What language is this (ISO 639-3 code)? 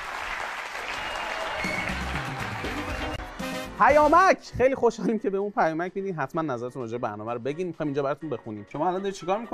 fas